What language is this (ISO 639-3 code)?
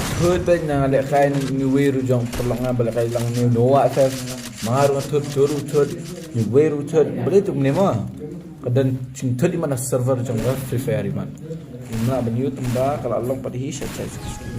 kha